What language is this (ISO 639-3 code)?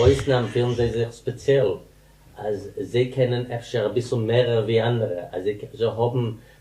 yid